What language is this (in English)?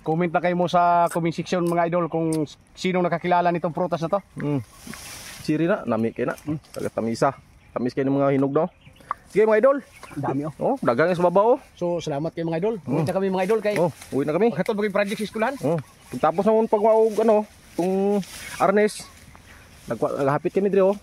Cebuano